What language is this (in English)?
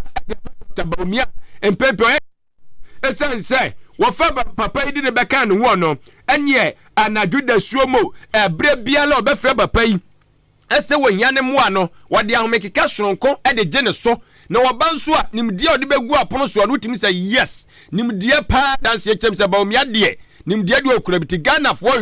Akan